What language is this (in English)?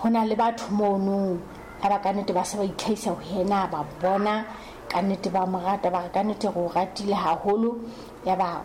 Southern Sotho